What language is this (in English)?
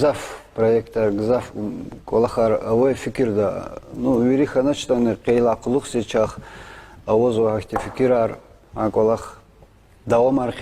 Lezghian